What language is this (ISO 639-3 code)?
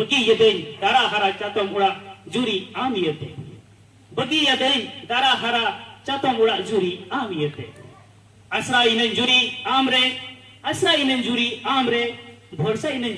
sat